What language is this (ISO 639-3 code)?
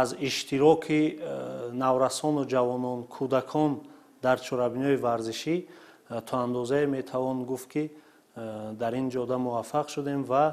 tgk